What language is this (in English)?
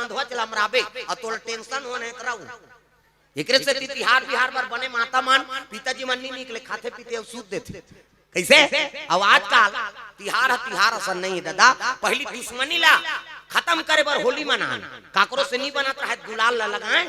Chhattisgarhi